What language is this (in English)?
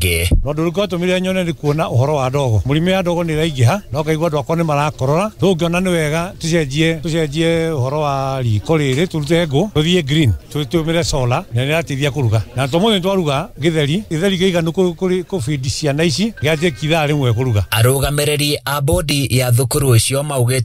Kikuyu